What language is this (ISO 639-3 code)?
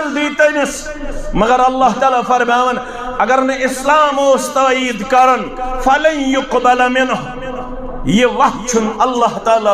kas